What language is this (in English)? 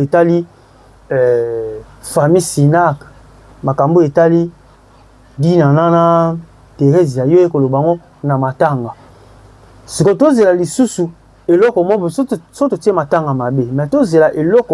Lingala